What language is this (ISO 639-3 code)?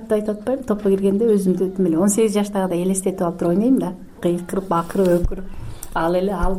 kir